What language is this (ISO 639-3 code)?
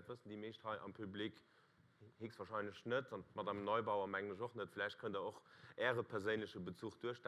ltz